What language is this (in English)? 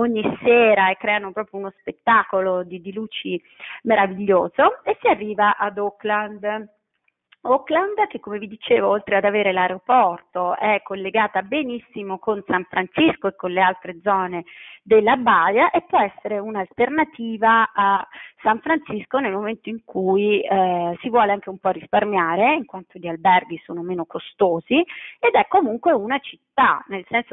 Italian